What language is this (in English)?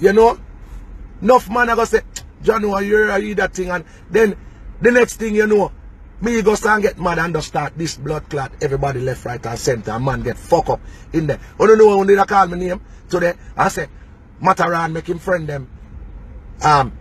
Jamaican Creole English